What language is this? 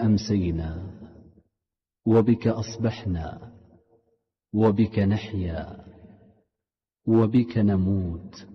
Indonesian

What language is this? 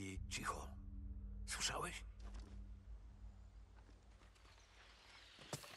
Polish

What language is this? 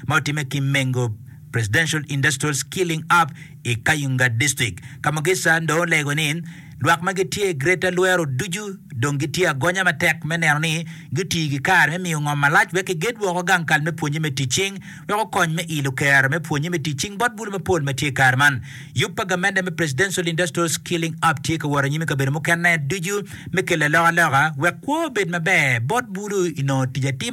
Acoli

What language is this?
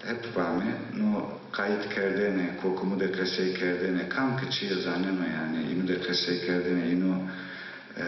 Zaza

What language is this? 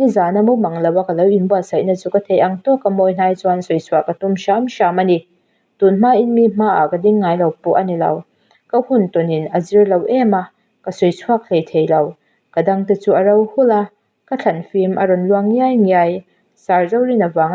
Mizo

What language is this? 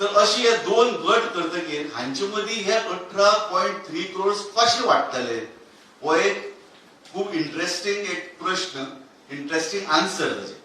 Konkani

